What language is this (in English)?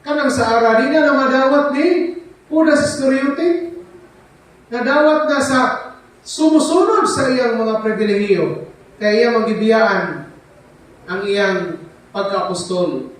Cebuano